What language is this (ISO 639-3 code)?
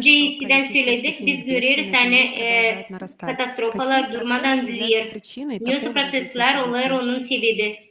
gag